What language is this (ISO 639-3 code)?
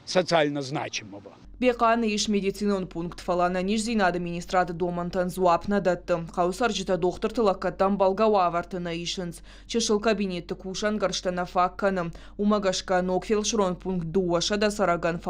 oss